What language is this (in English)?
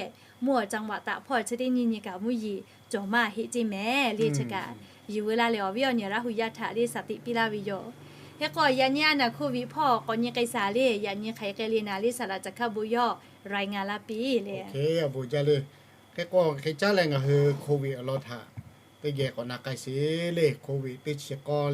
Lahu